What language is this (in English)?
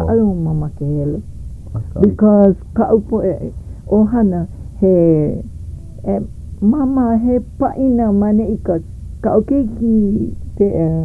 Hawaiian